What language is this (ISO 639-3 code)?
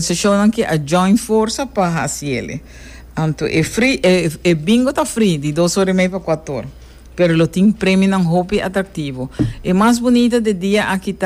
pap